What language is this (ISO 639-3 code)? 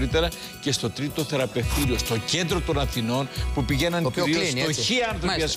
ell